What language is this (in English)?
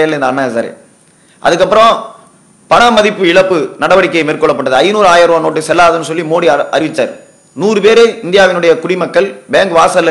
Tamil